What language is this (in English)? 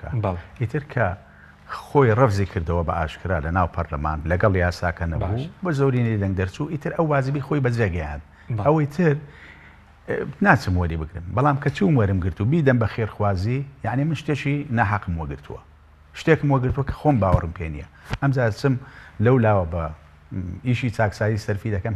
Central Kurdish